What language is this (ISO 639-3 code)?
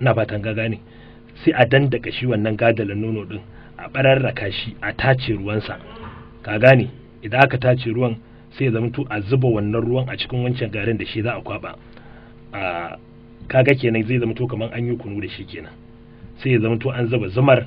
hau